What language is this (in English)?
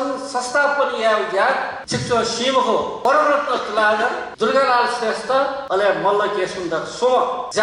Newari